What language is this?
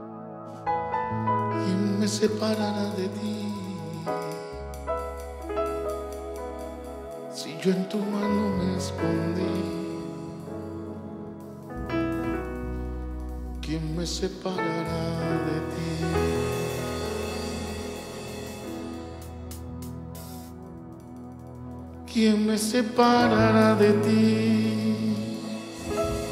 Spanish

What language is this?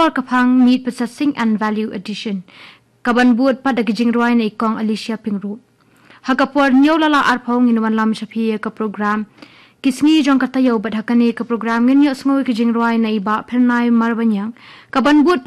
Khasi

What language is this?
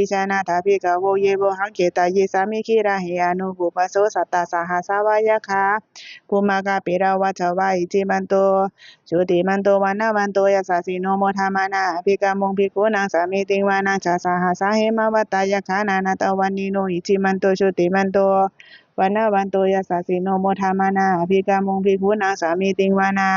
Pali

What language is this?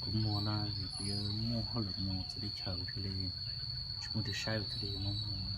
Hmong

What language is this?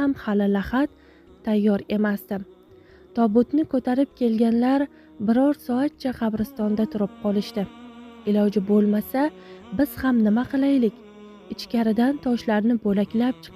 Uzbek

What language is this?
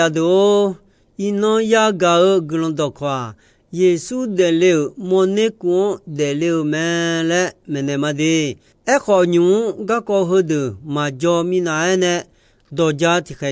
Akha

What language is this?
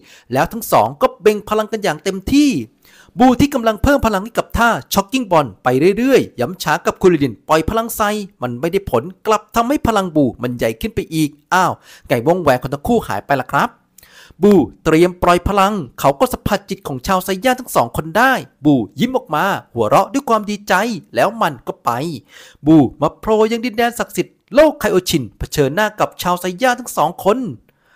Thai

